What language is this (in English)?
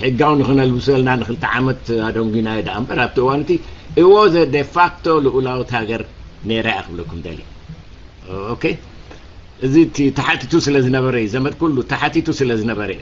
Tigrinya